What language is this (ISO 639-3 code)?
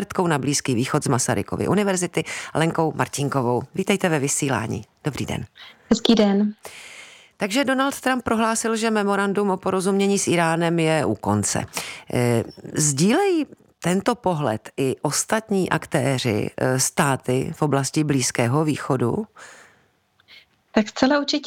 ces